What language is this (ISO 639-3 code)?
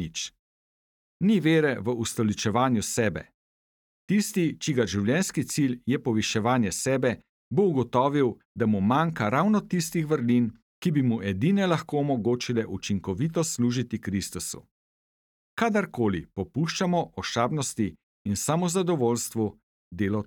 slv